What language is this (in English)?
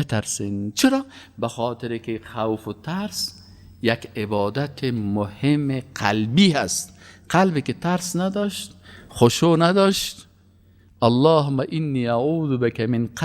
Persian